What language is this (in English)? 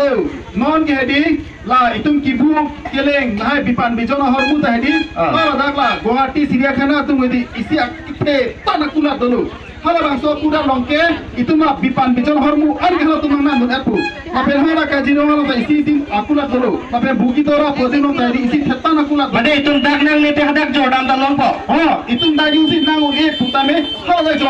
Karbi